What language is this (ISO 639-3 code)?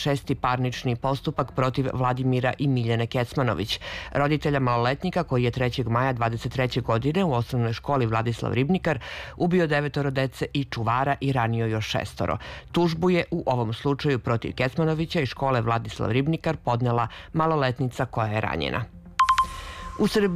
srp